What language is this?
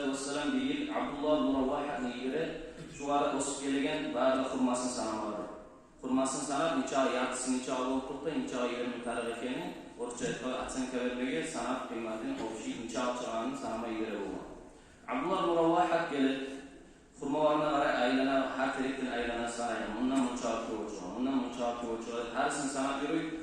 Kumyk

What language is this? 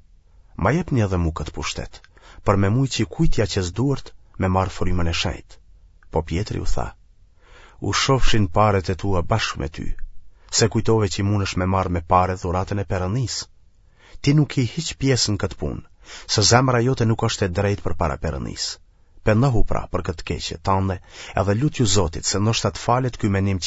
Albanian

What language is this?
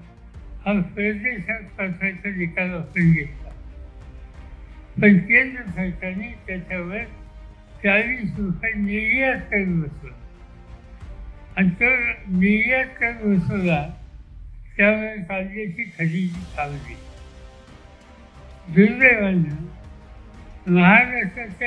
Marathi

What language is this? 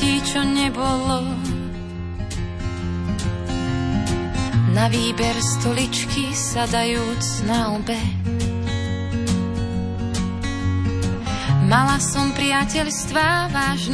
Slovak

